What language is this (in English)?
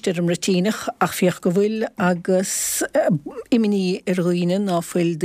Irish